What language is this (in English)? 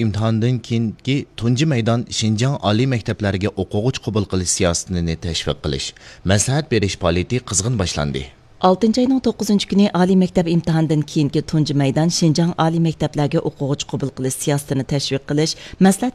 Uyghur